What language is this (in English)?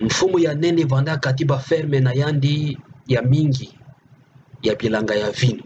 Kituba (Democratic Republic of Congo)